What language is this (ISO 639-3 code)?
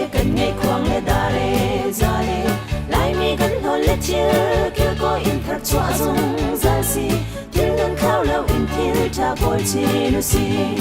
cnh